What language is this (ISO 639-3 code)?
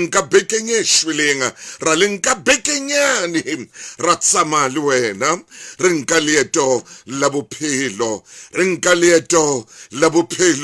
sot